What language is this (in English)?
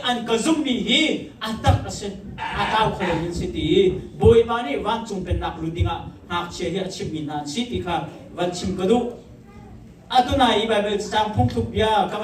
Hakha Chin